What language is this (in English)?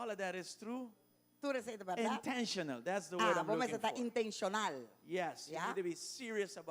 Papiamento